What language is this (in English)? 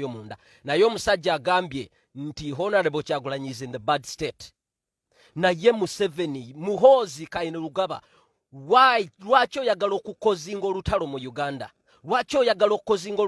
Ganda